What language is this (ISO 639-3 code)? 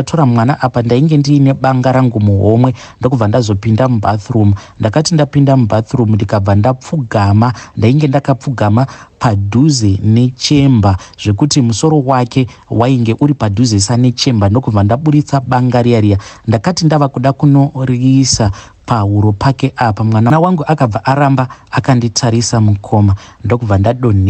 sna